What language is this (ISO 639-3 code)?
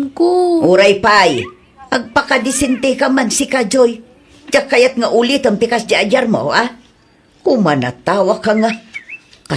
ilo